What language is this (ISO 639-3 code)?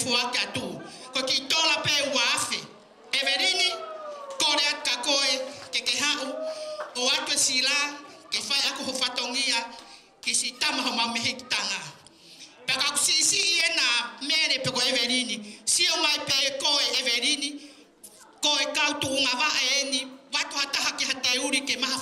ton